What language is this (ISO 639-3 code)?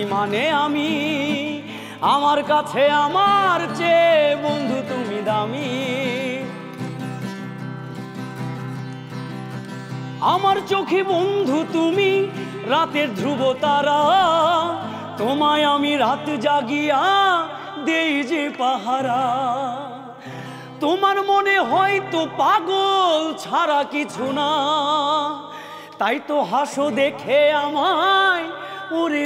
ben